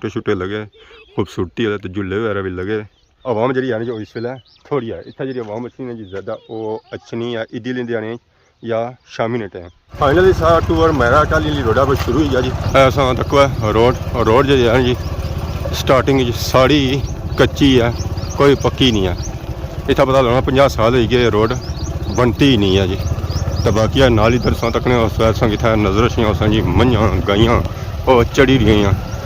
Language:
Pahari-Potwari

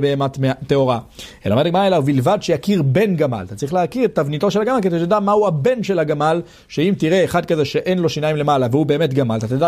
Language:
Hebrew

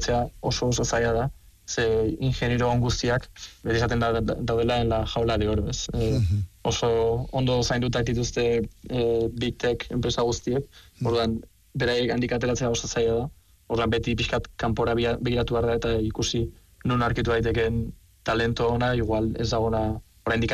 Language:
Basque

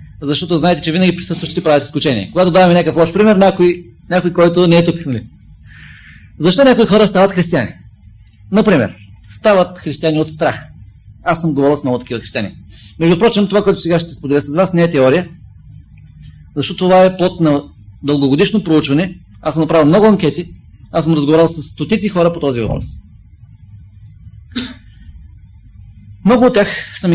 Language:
Bulgarian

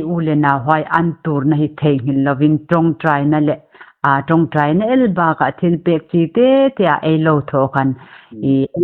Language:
Hmar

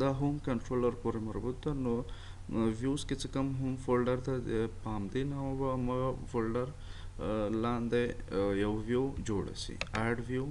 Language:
Pashto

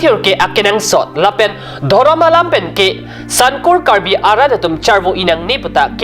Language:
Karbi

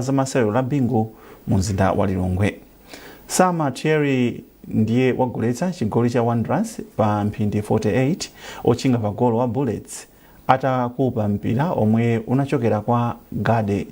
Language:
Nyanja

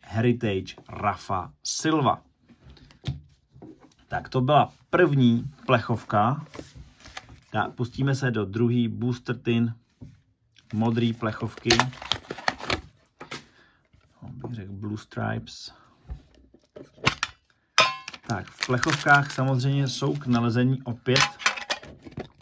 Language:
Czech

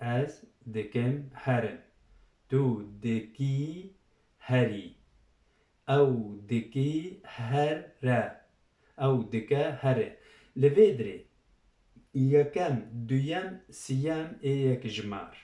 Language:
Kurdish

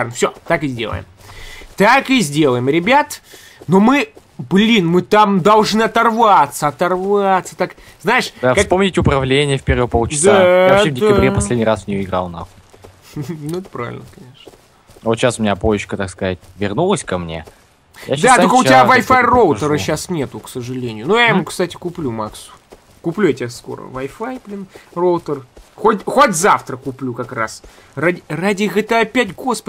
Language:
Russian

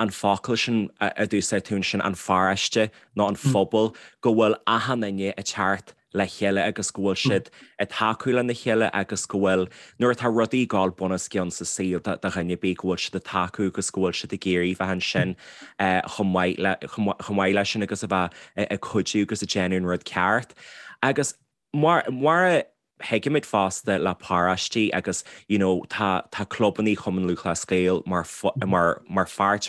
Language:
Irish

